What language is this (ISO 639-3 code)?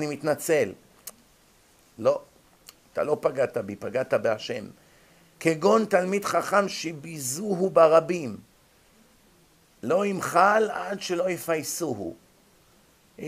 heb